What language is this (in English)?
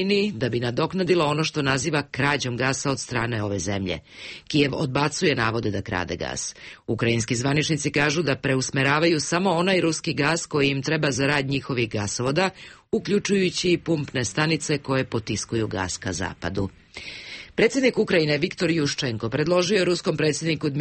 Serbian